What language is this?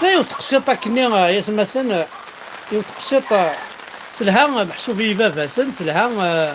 Kabyle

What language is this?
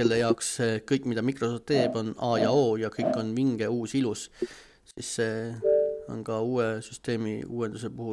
Estonian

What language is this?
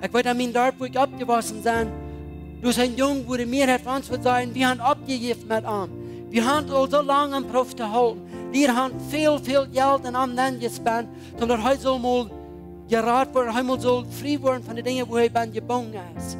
Plautdietsch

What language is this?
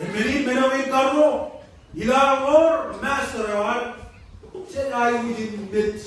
Marshallese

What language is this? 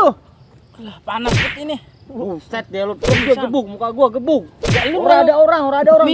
Betawi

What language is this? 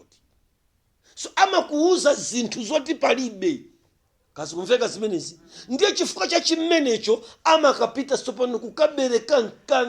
Nyanja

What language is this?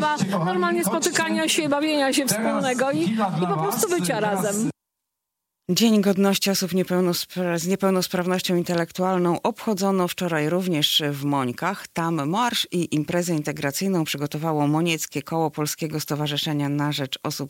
Polish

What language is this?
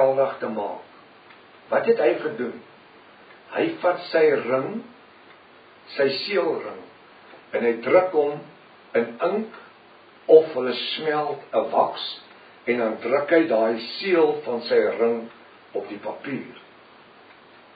Afrikaans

